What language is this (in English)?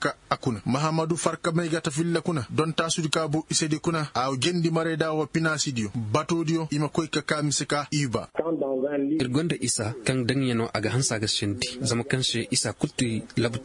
Koyraboro Senni